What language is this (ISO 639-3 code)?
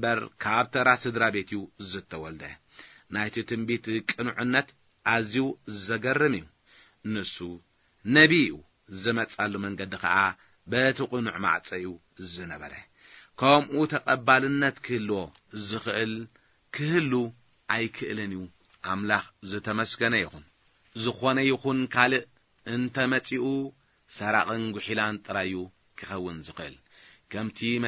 tir